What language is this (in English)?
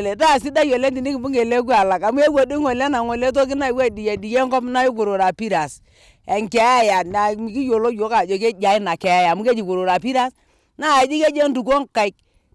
Masai